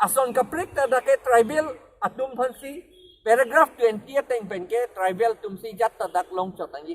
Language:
Karbi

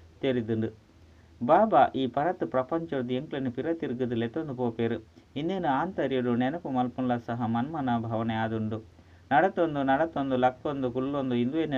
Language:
Tulu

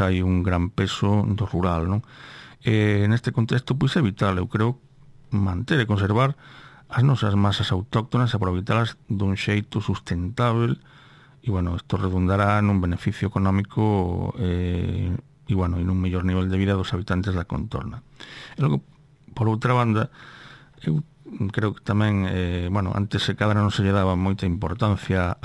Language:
Galician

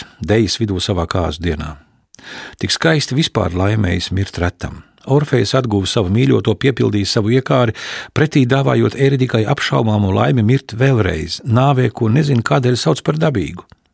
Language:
Latvian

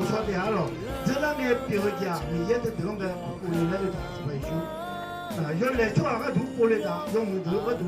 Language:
Akha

